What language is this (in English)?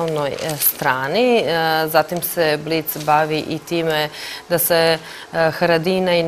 Serbian